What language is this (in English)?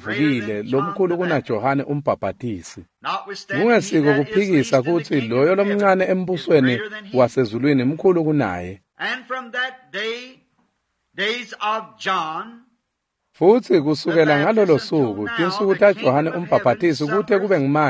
Swati